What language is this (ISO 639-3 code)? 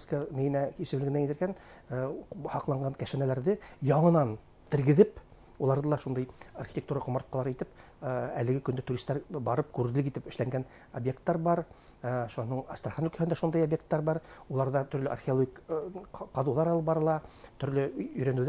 bak